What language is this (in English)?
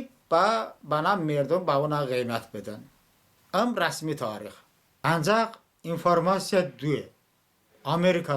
Talysh